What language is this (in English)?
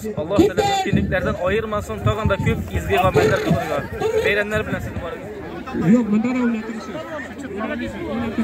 Tatar